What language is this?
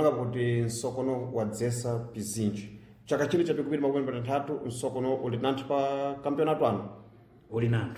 Sena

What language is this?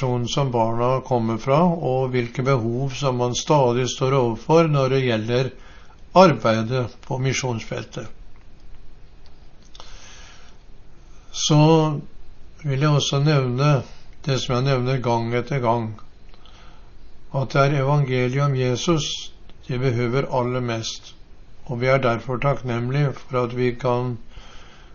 Norwegian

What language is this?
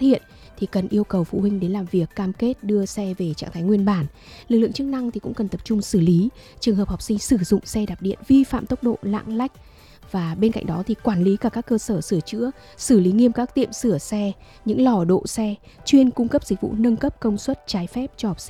Vietnamese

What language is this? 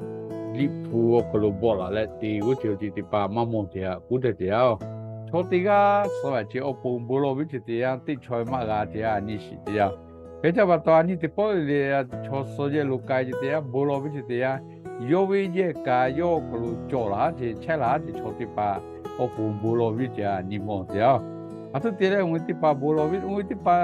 Lahu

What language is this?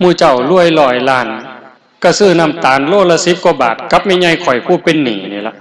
Lao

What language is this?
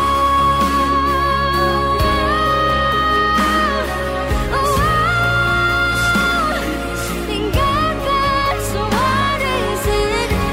Indonesian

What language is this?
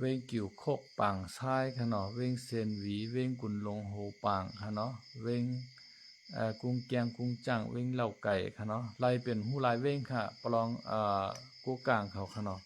Shan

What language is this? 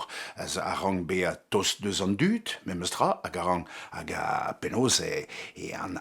Breton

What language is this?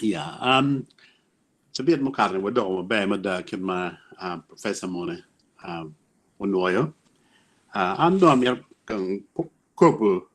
Acoli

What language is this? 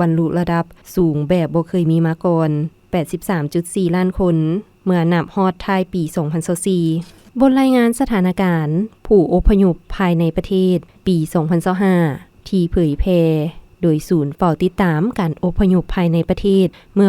Lao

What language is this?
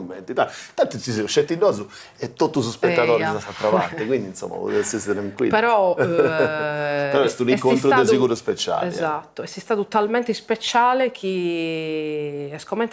Sardinian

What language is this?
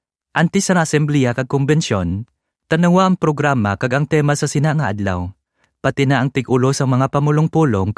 Hiligaynon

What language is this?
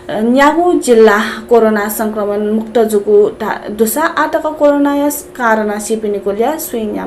Newari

